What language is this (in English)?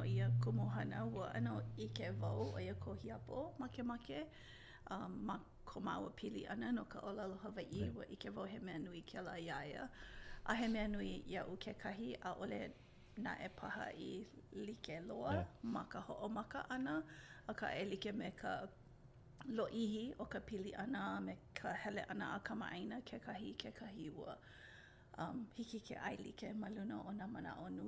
Hawaiian